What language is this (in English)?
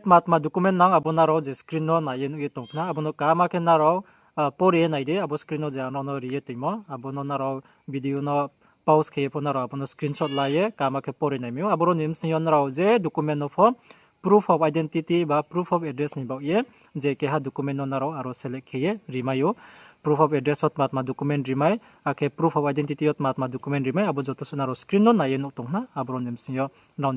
Riang (India)